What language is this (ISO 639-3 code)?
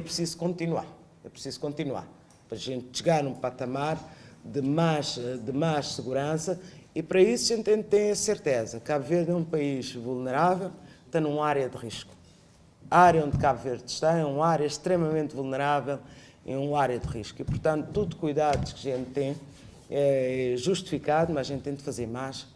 kea